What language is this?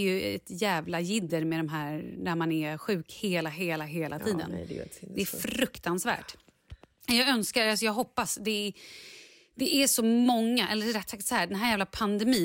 Swedish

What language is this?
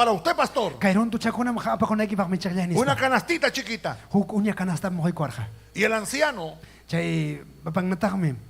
Ayacucho Quechua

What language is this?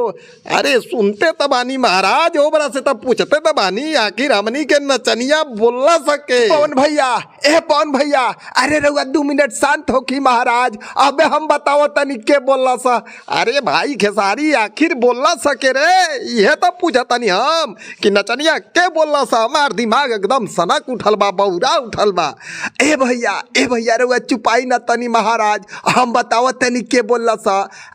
Bhojpuri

